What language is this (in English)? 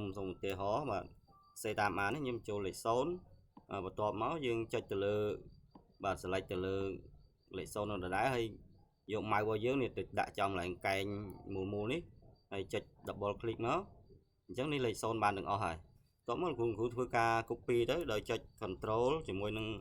Khmer